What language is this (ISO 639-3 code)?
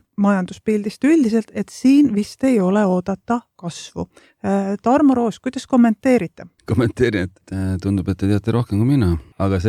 est